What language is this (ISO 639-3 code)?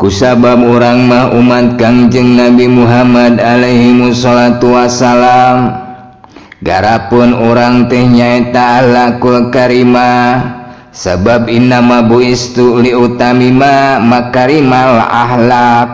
sun